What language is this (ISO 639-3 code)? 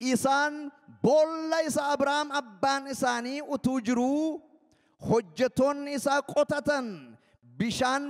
orm